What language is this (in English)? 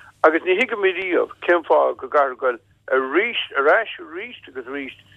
Irish